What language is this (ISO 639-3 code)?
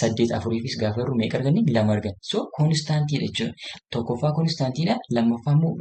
orm